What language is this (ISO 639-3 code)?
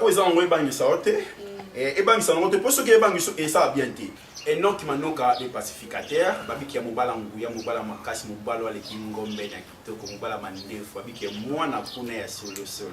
lin